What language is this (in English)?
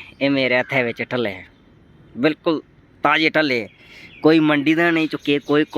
Dogri